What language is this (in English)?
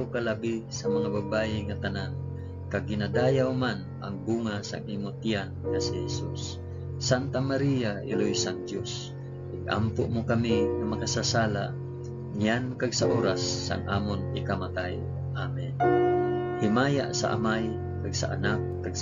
Hiligaynon